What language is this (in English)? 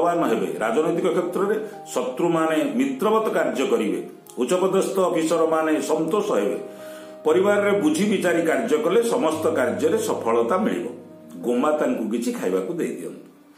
Odia